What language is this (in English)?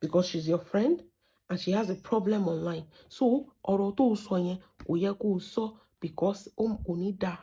Yoruba